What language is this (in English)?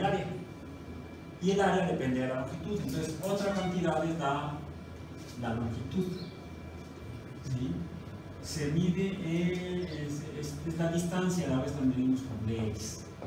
Spanish